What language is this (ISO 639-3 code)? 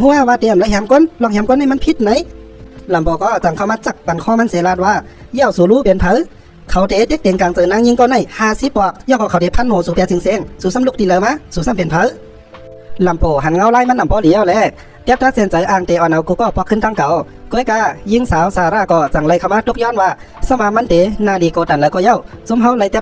shn